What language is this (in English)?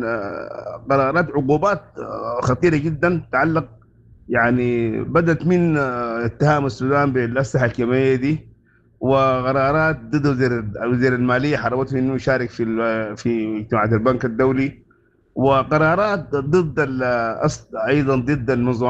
Sudanese Arabic